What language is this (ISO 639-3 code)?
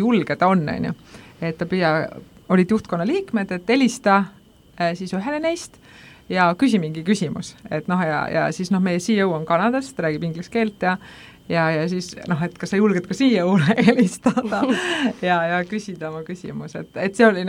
est